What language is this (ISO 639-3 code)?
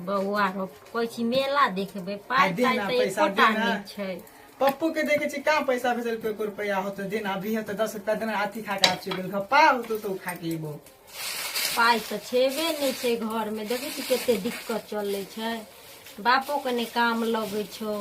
mai